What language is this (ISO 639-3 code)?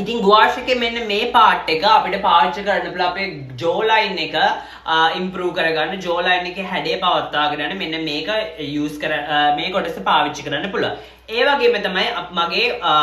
sin